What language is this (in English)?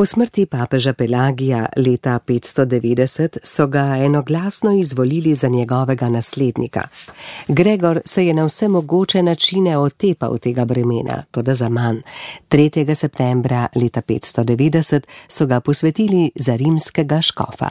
Slovenian